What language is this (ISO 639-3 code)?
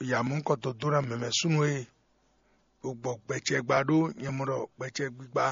fon